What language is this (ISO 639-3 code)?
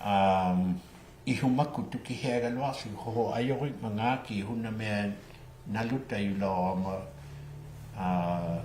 iku